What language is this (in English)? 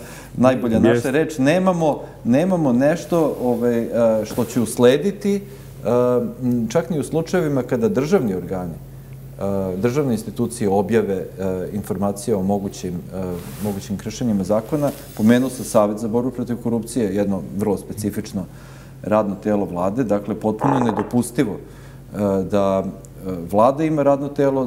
Serbian